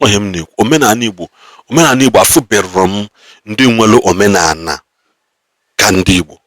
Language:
Igbo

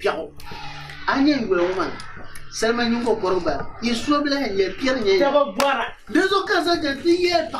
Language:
Dagbani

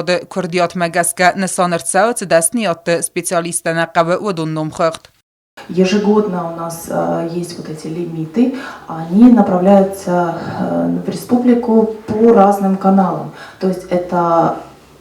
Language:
Ossetic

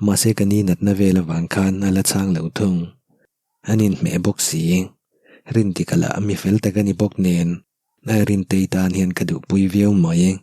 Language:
Mizo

